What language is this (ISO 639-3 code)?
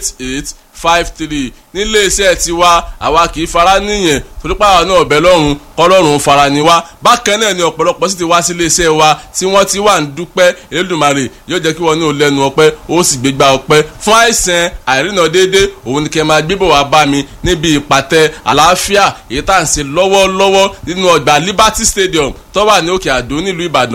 yor